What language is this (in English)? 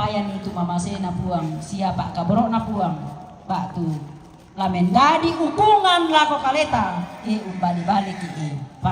Toraja-Sa'dan